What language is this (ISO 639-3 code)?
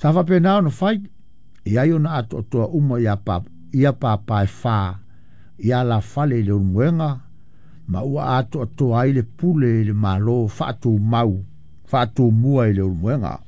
smo